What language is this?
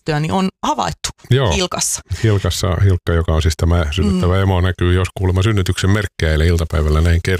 Finnish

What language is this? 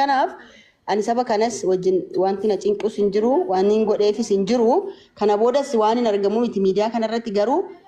Oromo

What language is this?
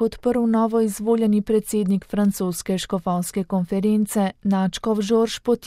Slovenian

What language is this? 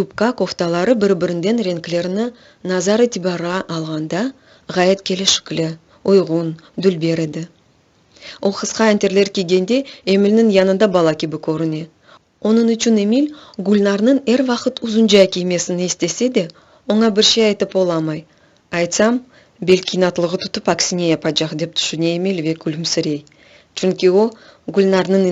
Crimean Tatar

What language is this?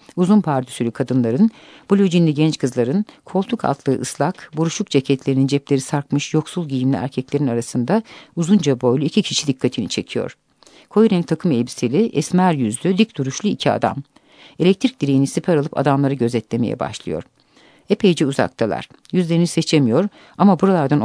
Turkish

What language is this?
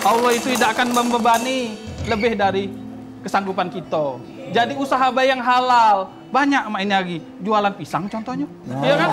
Musi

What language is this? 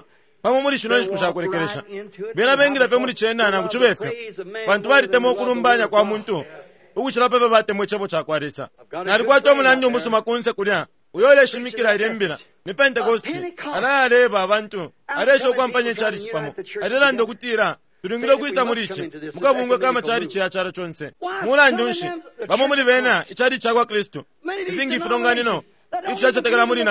Bemba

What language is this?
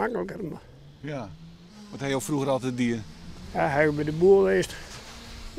Western Frisian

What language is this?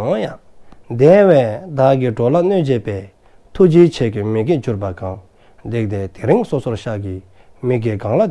Dzongkha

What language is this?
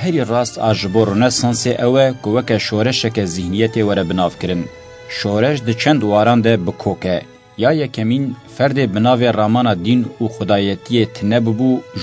Kurdish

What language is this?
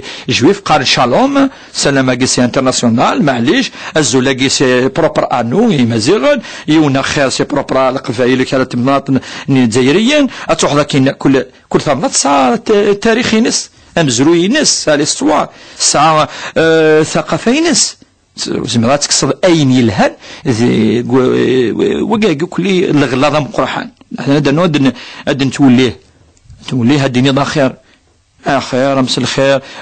Kabyle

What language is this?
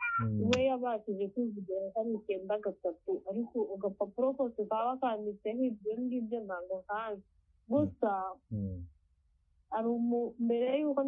Kinyarwanda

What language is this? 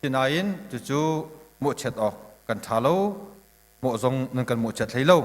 Hakha Chin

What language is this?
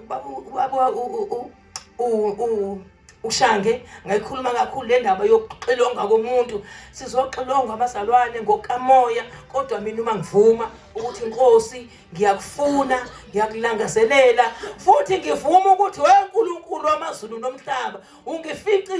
Zulu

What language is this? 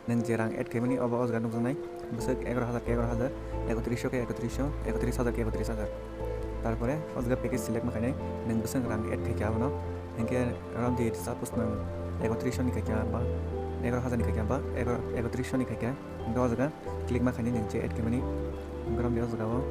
Kok Borok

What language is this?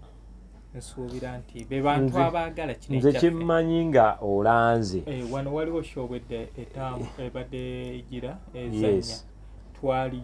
Ganda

